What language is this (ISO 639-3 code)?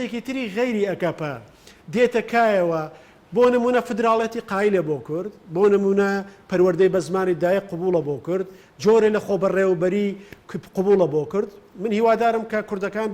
ckb